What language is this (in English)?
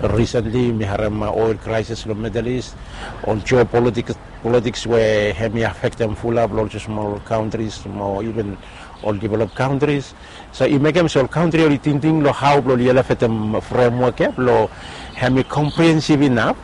Bislama